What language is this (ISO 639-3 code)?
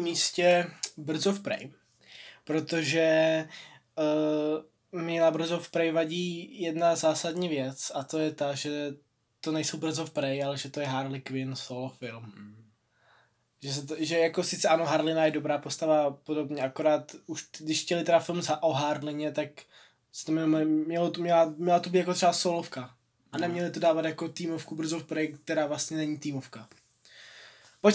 ces